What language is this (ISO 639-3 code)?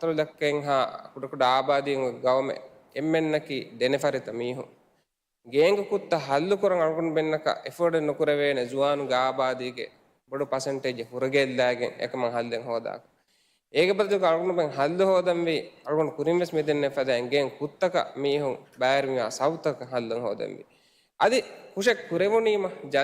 div